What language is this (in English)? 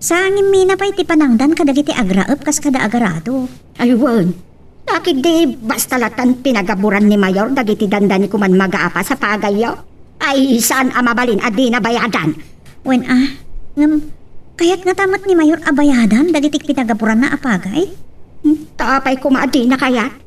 Iloko